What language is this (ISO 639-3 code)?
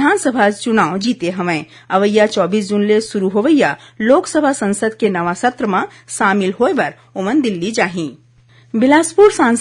hne